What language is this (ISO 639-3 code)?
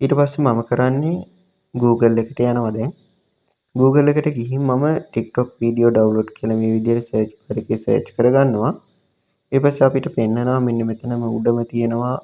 sin